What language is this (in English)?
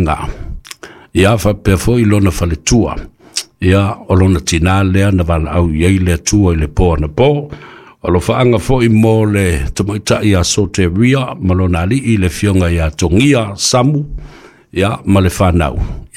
Samoan